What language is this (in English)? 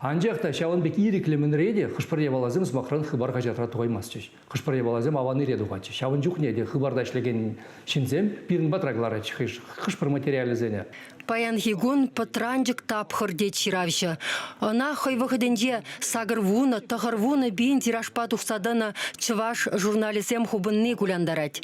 Chuvash